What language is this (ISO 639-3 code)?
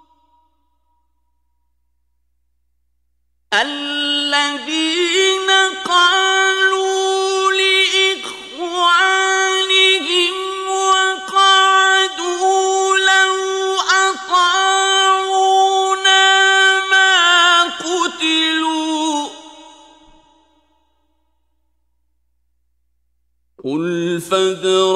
ara